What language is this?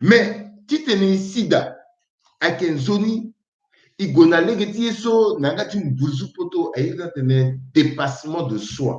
Sango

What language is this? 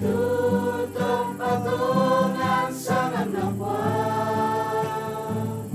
Toraja-Sa'dan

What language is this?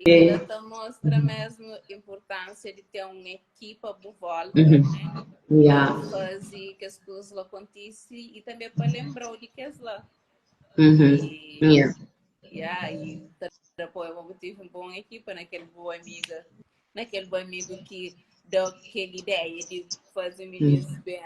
Kabuverdianu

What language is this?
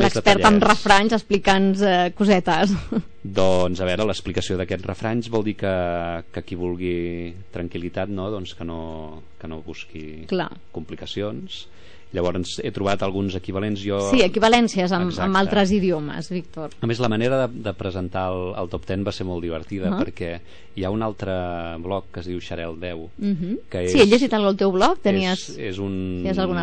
Catalan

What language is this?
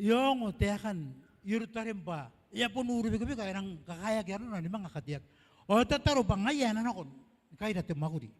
Gilbertese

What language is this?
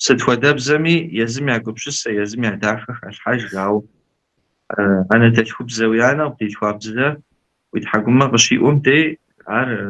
Kabardian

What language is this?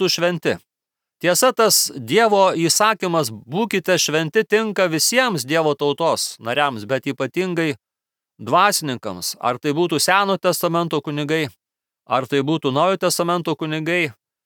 Lithuanian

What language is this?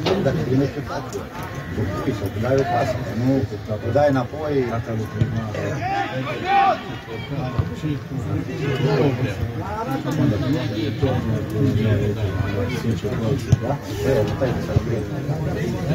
Romanian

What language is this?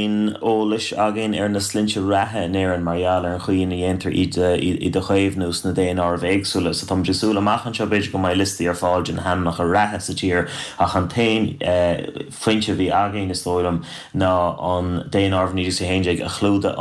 Irish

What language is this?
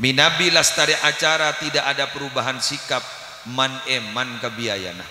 Madurese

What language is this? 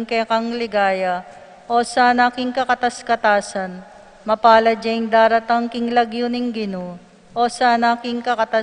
Pampanga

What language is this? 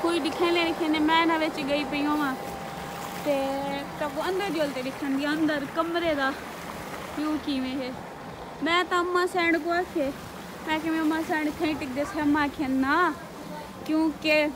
Saraiki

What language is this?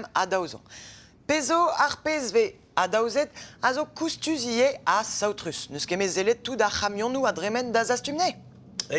Breton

